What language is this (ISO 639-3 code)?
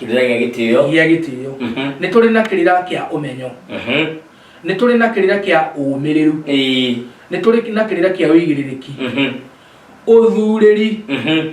kik